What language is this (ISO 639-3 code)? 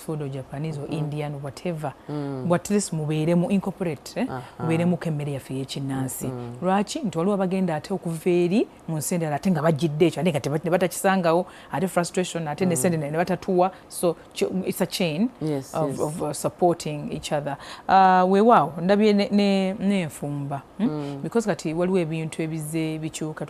lug